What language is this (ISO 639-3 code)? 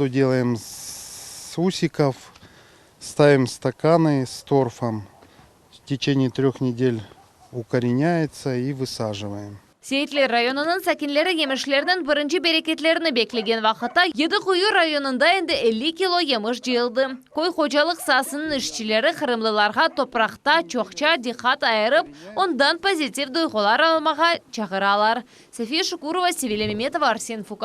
crh